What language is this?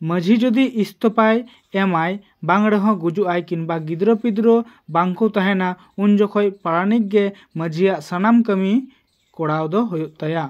Santali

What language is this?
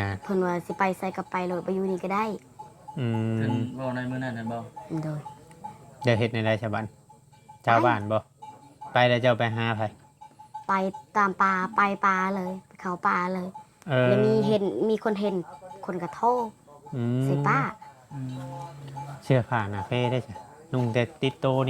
Northeastern Thai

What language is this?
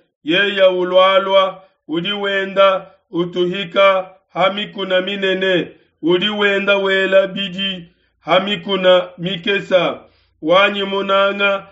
Luba-Lulua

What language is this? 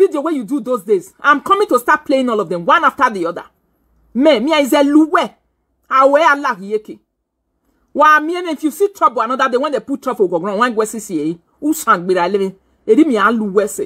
Nigerian Pidgin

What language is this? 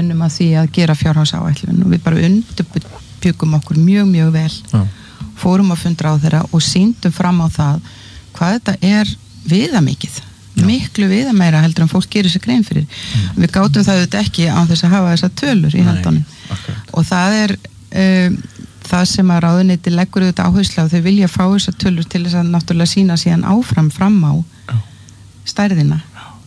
Icelandic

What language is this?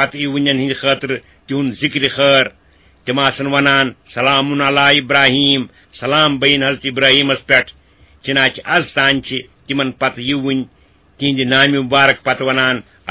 Kashmiri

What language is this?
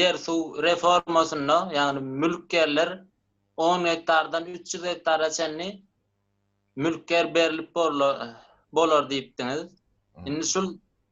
Turkmen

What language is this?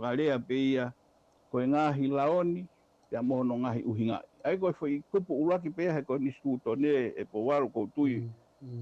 Tongan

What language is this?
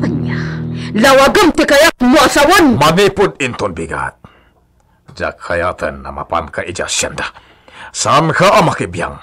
Iloko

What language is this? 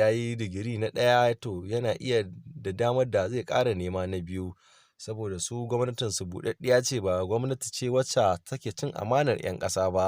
Hausa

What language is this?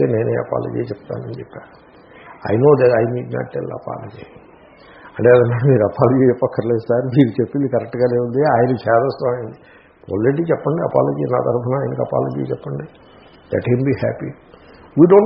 Telugu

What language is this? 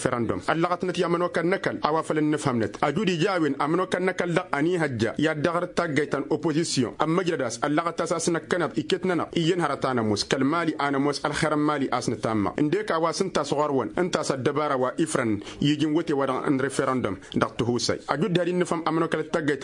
Tamasheq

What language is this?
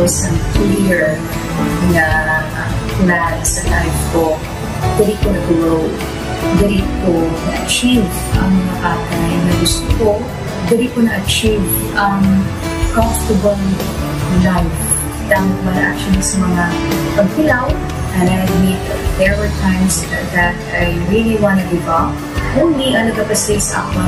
Hiligaynon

